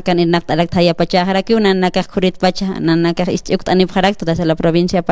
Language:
Aymara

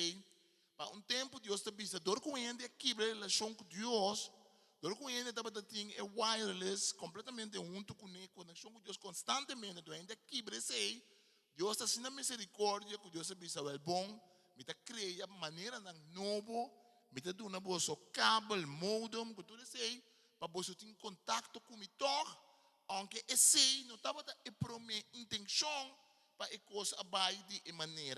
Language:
Papiamento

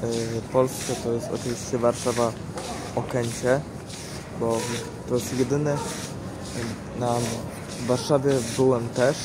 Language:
Polish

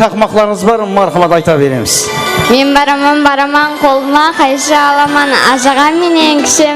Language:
Kara-Kalpak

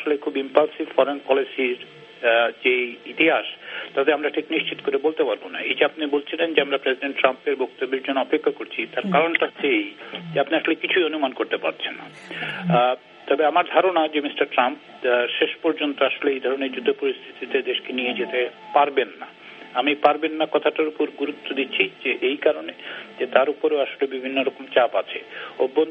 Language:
Bangla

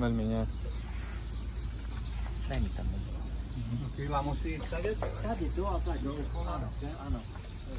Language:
Slovak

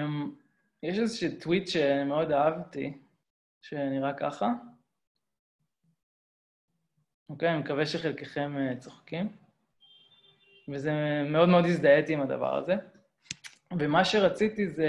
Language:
Hebrew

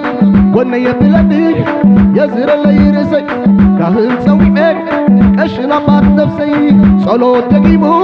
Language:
Tigrinya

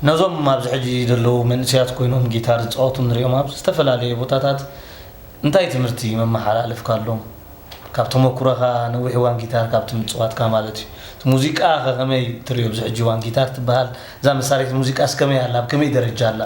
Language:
Tigrinya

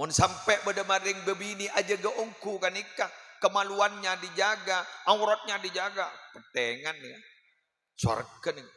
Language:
Madurese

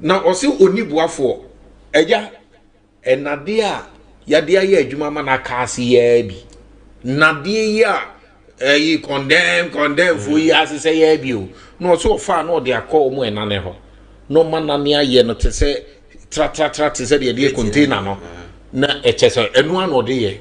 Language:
Akan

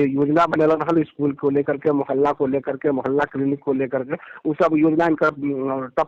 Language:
Magahi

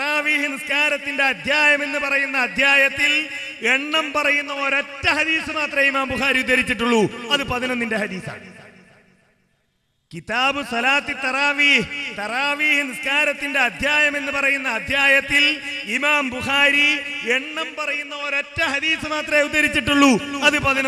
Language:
Malayalam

